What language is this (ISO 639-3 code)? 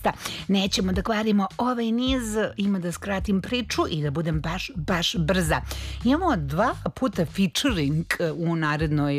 srp